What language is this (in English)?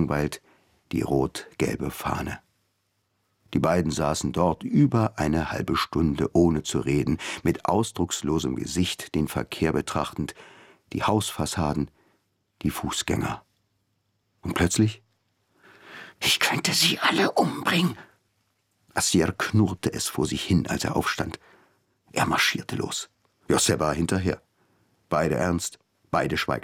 German